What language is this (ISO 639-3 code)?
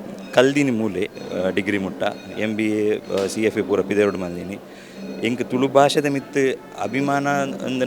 tcy